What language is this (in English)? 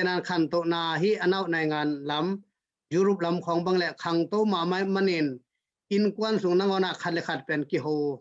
Tedim Chin